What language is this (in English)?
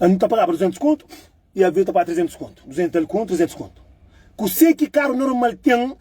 Kabuverdianu